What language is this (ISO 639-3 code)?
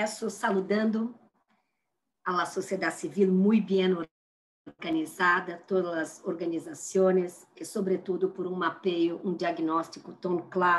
spa